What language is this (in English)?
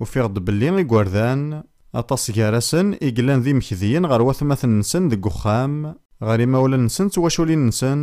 Kabyle